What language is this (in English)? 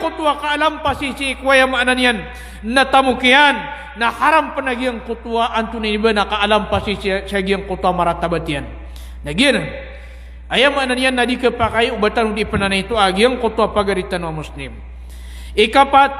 Maranao